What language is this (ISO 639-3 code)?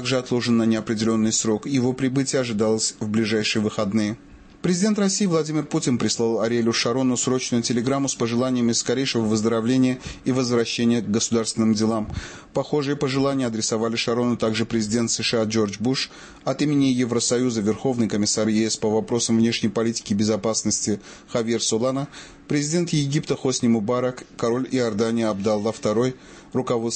rus